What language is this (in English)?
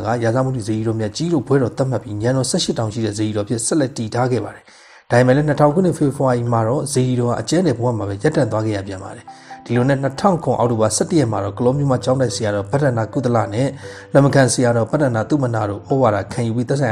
Burmese